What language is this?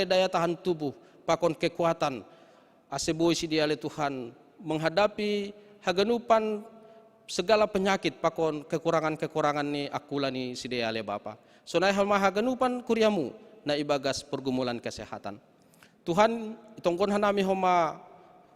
Batak Simalungun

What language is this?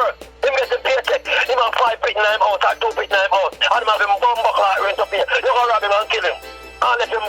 Jamaican Creole English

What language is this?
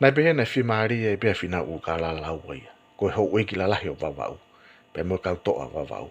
Tongan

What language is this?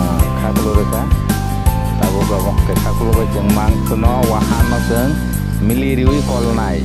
Kok Borok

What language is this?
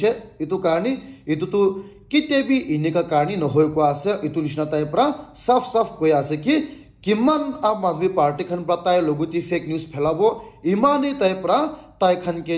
Naga Pidgin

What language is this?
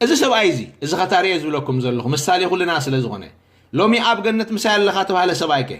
Tigrinya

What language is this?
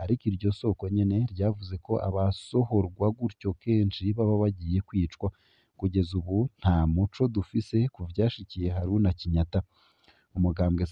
Rundi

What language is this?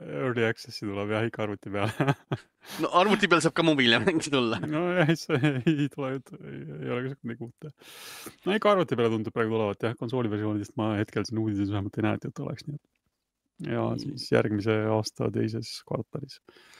Estonian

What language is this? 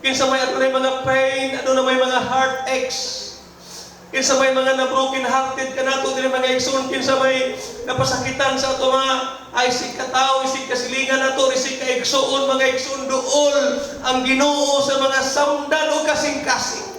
Cebuano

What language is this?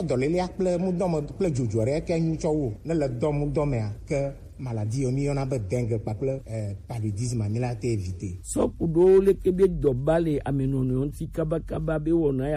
Gen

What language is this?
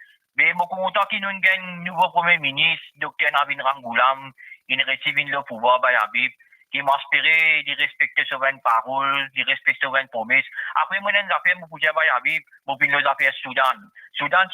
Morisyen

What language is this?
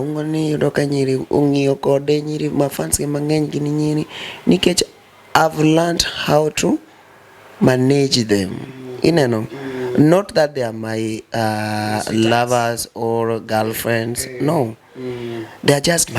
Luo (Kenya and Tanzania)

